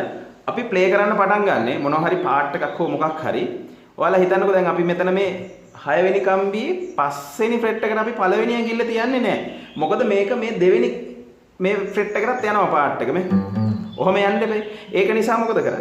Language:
Sinhala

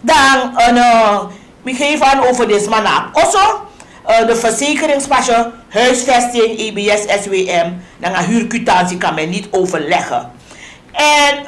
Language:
Sranan Tongo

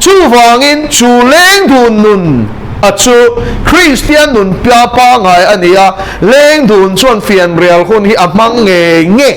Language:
Mizo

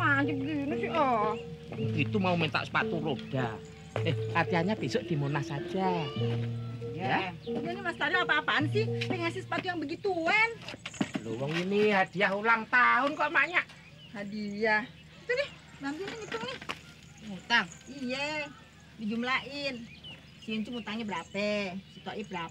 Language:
Betawi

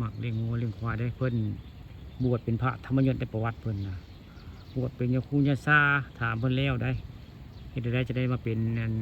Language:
Northeastern Thai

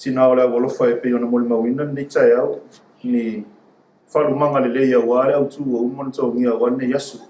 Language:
Samoan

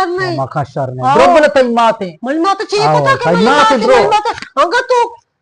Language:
Eastern Balochi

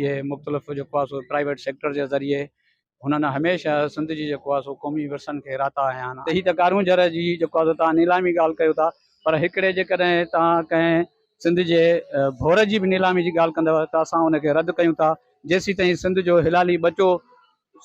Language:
Sindhi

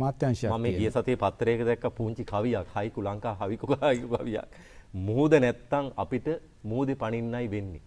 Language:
Sinhala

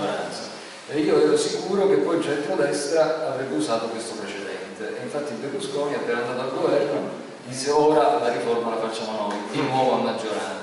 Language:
Italian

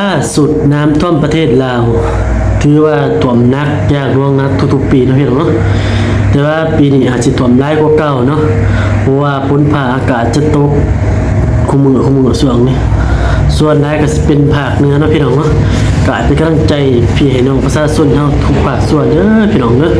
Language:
Lao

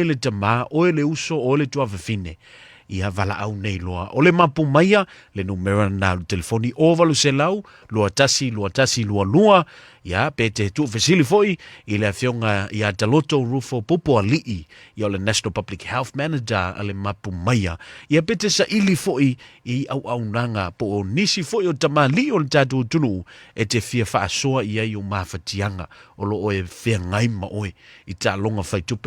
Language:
Samoan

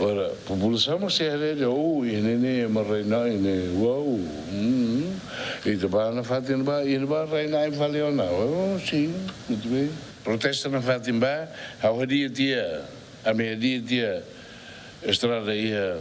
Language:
Tetum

